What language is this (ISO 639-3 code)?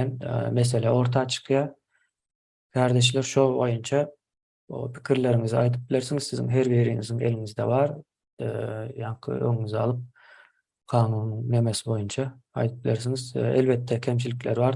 tuk